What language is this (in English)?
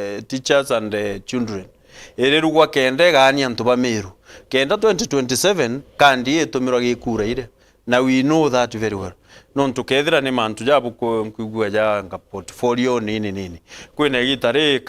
Meru